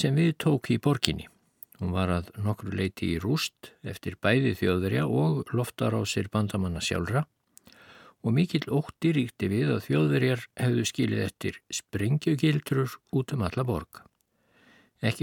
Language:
Icelandic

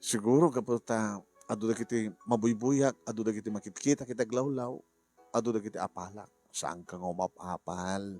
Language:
Iloko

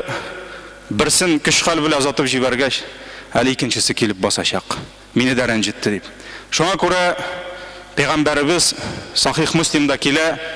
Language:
Tatar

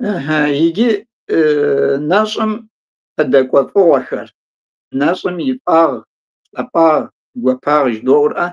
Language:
Kabardian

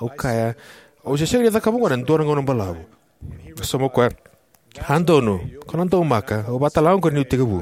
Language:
Fijian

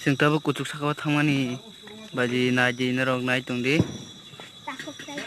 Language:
Kok Borok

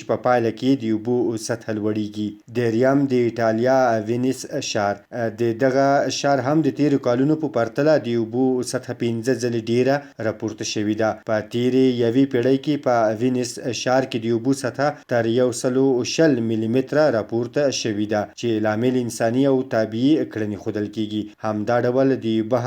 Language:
Pashto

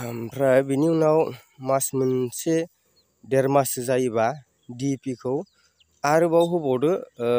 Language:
Bodo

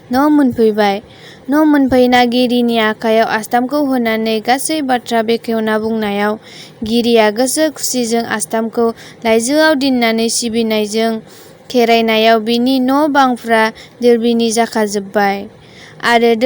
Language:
Bodo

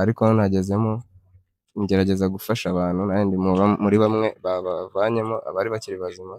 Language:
Kinyarwanda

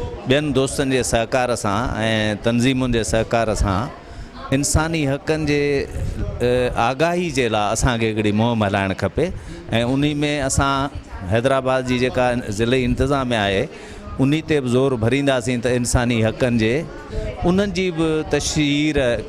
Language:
Sindhi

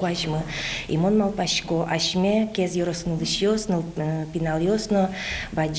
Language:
Udmurt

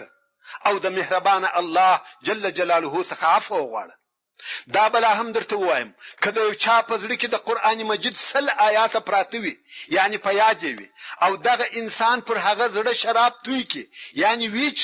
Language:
Pashto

